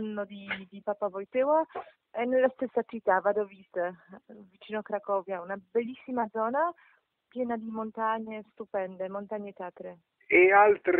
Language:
Italian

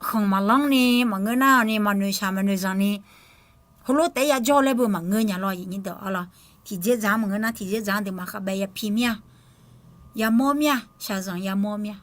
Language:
Akha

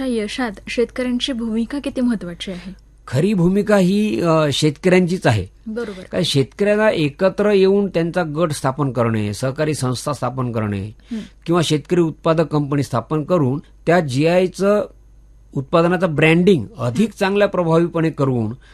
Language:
Marathi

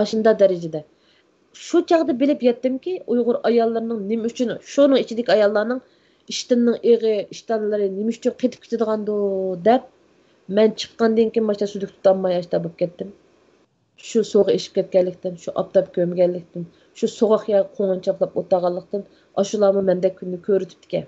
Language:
Uyghur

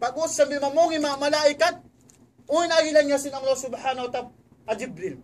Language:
Tausug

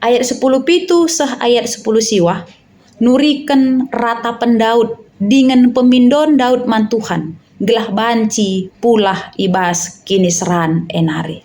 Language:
Batak Karo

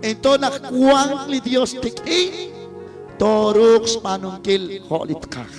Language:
Kekchí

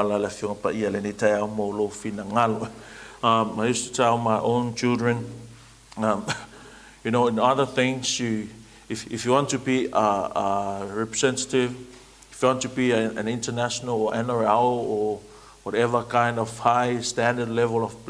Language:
Samoan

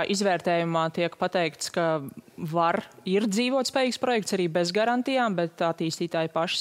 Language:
Latvian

